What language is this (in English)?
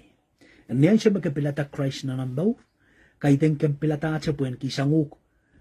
Pohnpeian